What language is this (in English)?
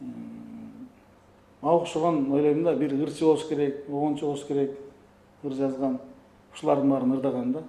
Kyrgyz